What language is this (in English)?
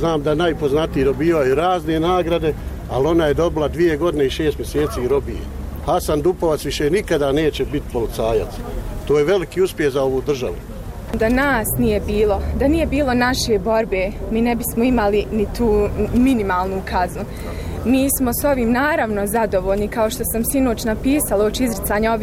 Bosnian